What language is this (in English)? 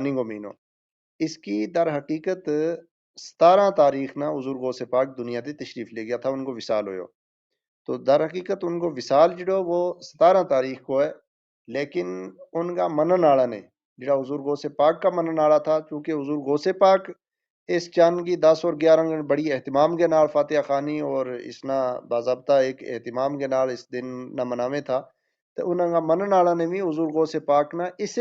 Gujari